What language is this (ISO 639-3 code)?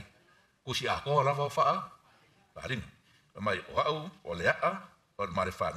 smo